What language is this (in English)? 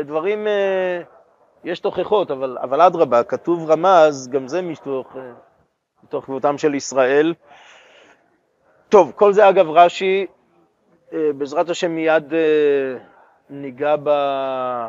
Hebrew